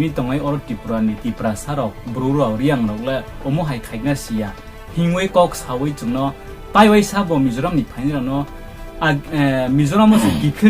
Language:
Riang (India)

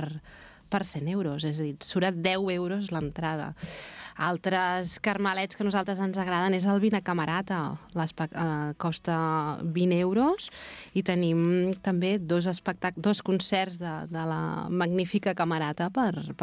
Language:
Catalan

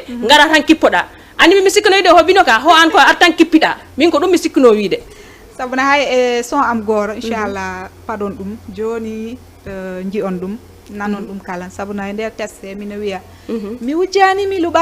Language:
Fula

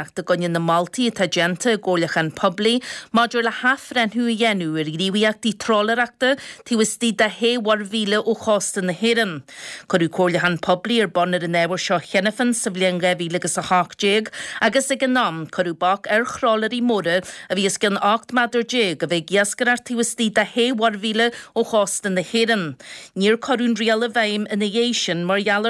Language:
Irish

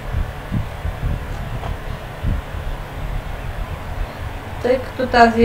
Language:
Bulgarian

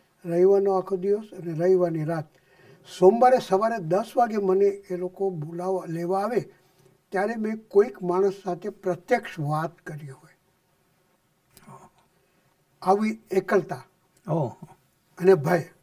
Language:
Gujarati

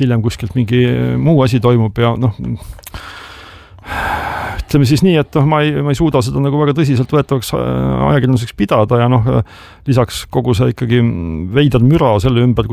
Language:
Estonian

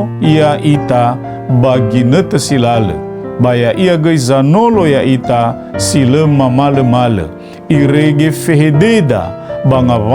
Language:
Nias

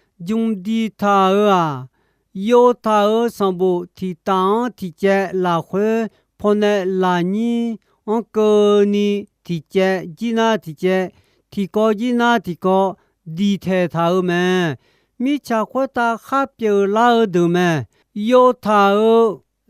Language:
Akha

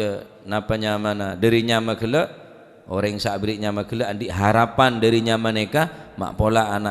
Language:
Madurese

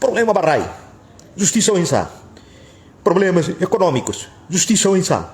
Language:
Tetum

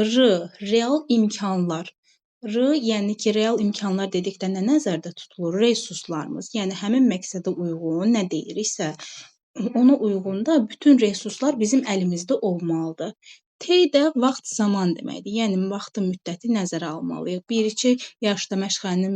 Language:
Azerbaijani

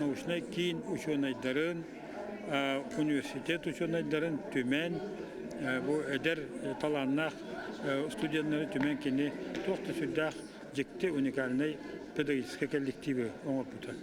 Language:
Yakut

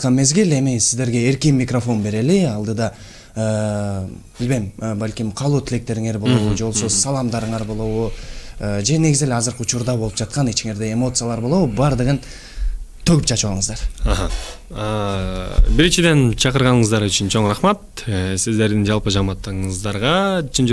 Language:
Kyrgyz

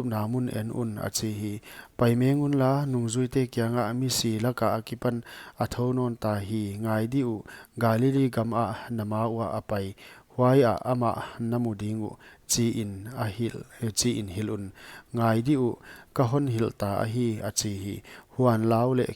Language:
Paite Chin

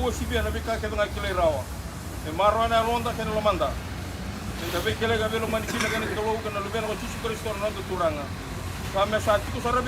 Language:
Fijian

